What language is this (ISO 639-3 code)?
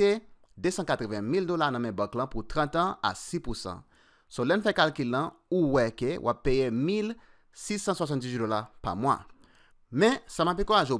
hat